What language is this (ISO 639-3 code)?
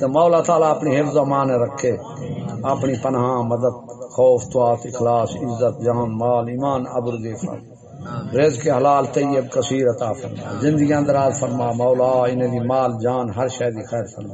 skr